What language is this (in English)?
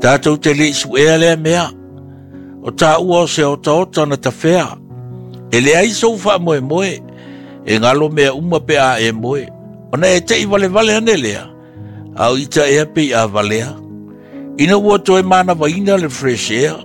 Samoan